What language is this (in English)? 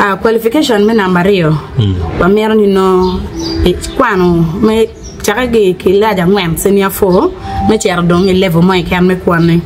Acoli